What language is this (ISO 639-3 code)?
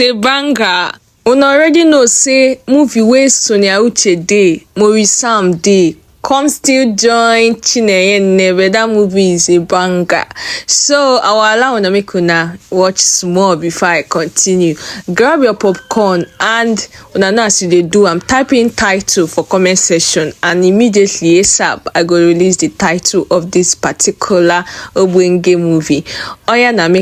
pcm